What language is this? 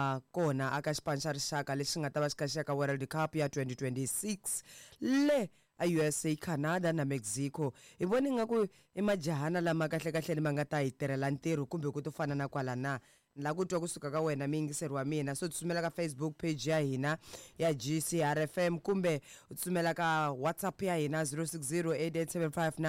Tsonga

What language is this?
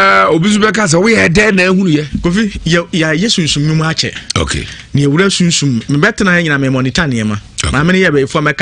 Akan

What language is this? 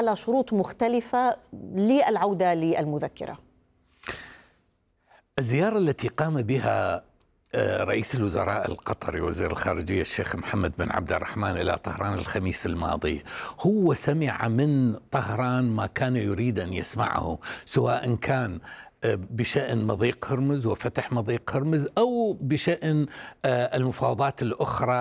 Arabic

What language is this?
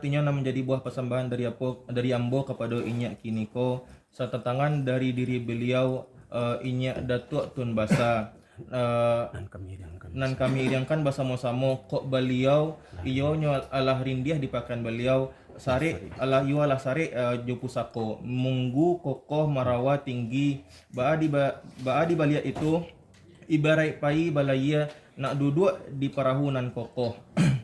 Minangkabau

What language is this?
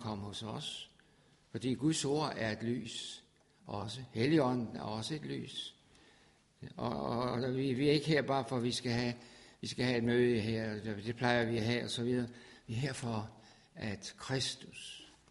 Danish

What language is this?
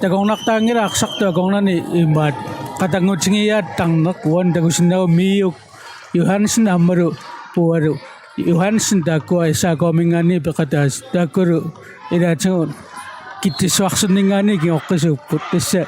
Kalaallisut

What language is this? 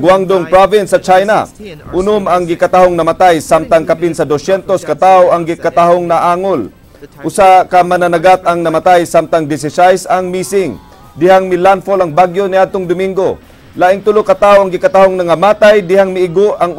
Cebuano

